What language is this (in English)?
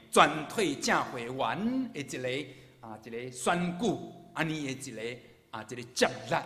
Min Nan Chinese